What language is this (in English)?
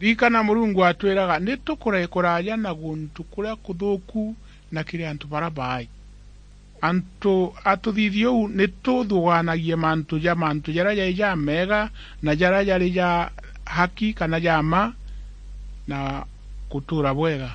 Meru